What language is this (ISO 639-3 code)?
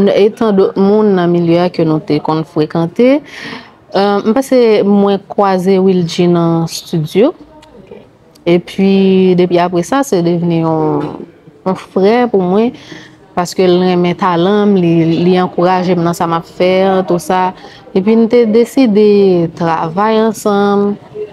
hat